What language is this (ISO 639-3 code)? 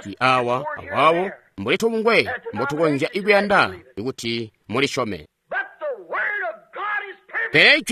toi